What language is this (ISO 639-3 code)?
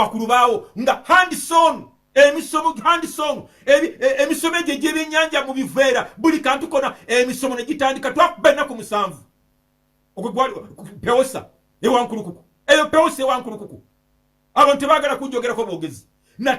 lug